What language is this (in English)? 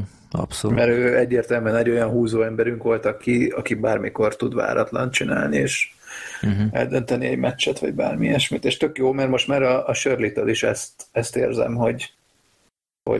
Hungarian